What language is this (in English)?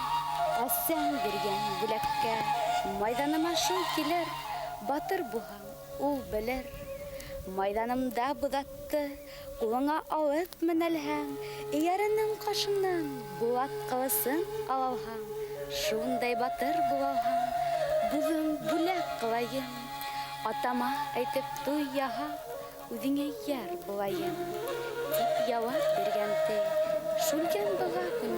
Bashkir